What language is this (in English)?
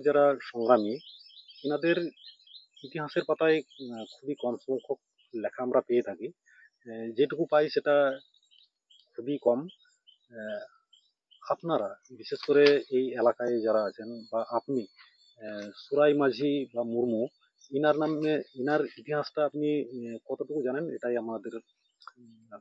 Santali